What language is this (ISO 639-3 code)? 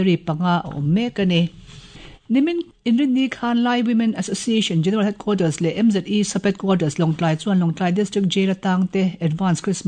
lus